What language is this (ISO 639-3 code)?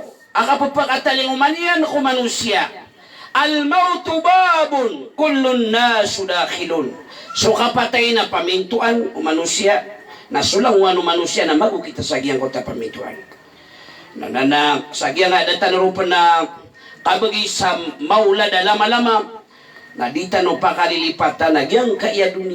mrw